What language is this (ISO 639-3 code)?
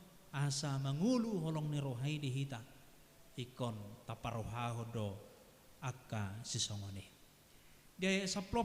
bbc